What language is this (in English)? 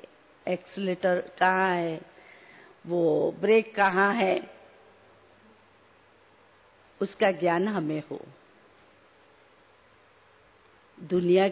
Hindi